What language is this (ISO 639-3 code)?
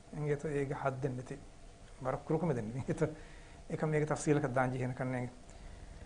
div